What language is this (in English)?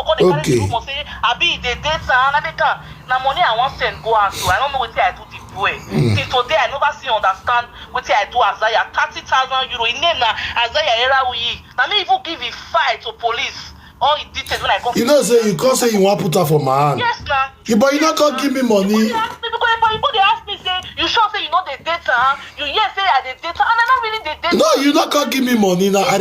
Nigerian Pidgin